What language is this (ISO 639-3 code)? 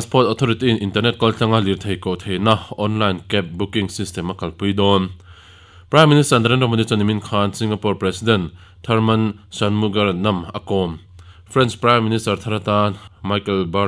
lus